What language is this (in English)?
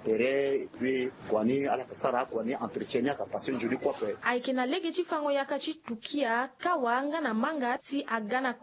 Sango